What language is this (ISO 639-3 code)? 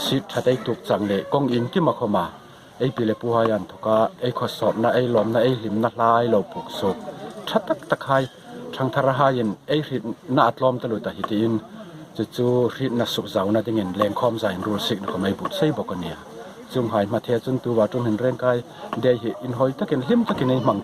hmr